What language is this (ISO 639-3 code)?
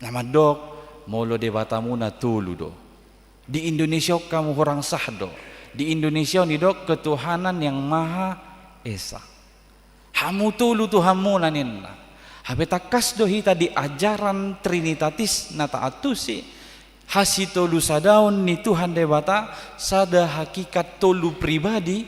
bbc